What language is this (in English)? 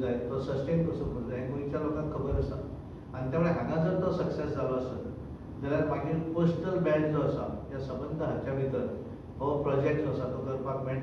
Konkani